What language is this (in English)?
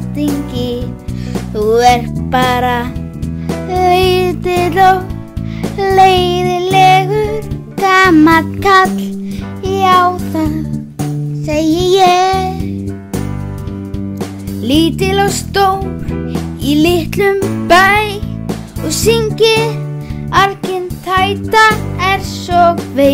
Icelandic